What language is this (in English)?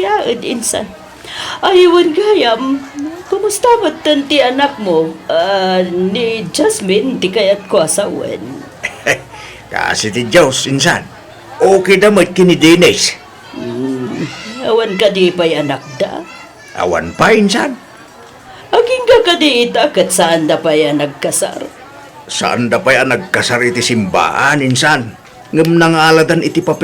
Iloko